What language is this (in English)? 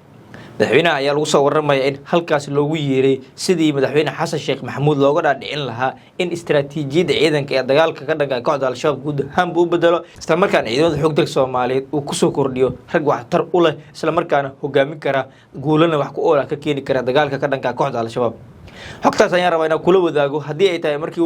Somali